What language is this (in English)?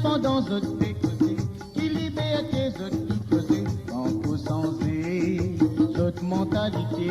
Morisyen